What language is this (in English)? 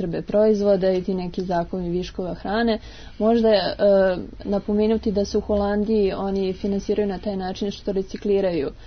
Serbian